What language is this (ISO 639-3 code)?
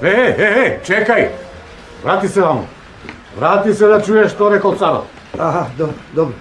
mkd